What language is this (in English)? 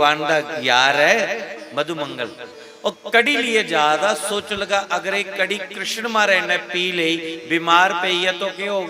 Dogri